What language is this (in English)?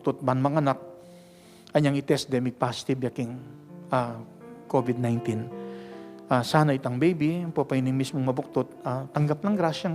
Pampanga